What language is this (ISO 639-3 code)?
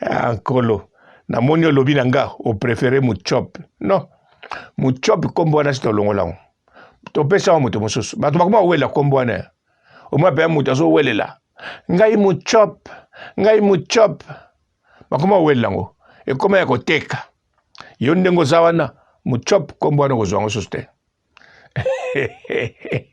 lin